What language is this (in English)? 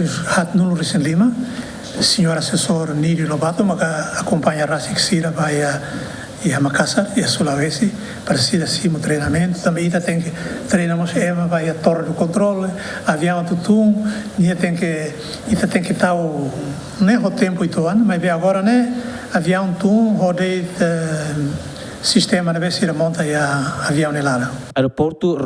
Tetum